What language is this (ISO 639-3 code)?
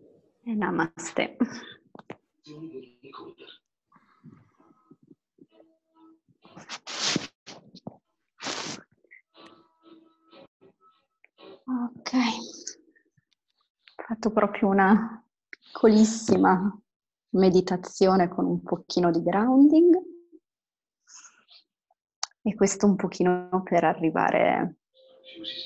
ita